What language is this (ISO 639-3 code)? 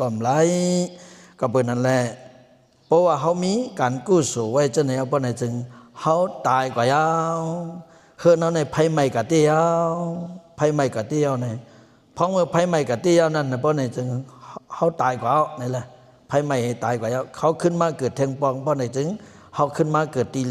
shn